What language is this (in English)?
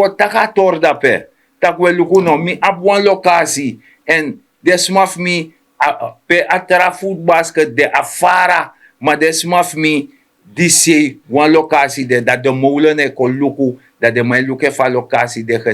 Sranan Tongo